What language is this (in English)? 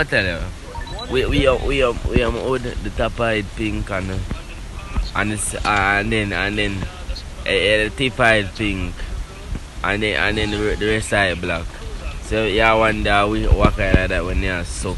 Jamaican Creole English